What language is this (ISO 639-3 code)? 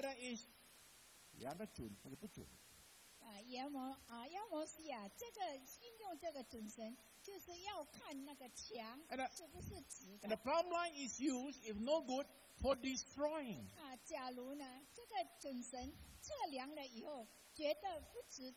zho